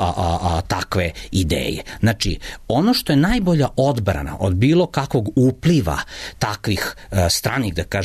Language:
Serbian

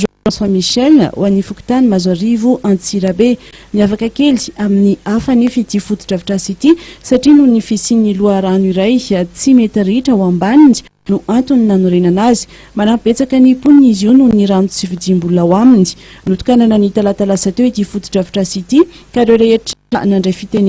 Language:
Malagasy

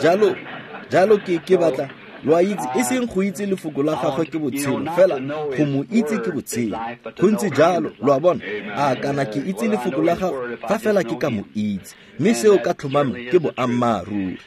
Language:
Tswana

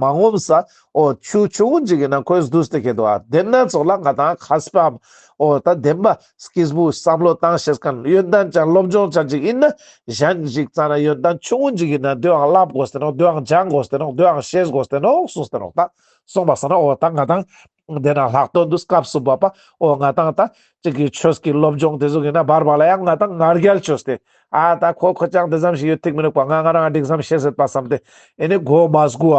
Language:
Ladakhi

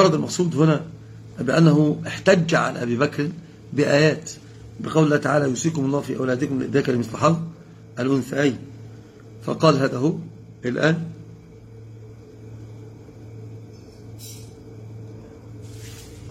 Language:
Arabic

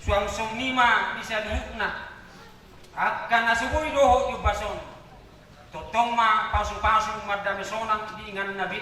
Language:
Batak Toba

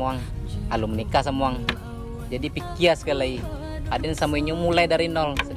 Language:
Minangkabau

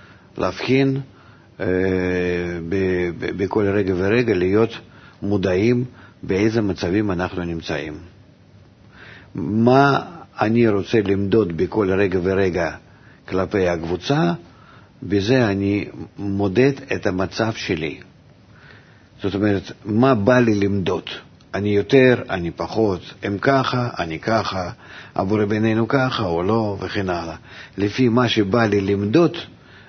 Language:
Hebrew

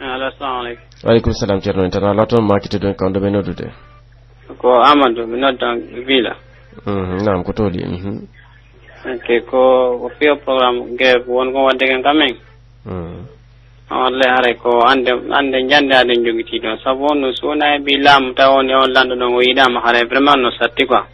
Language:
Pular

